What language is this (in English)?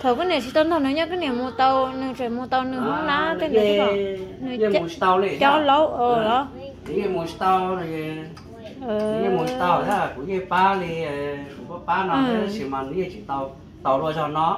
Hmong